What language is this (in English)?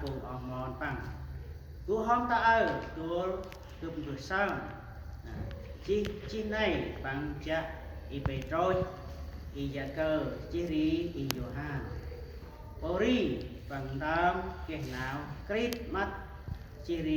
Central Mnong